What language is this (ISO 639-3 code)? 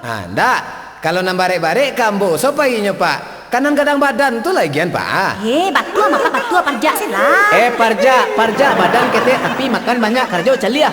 min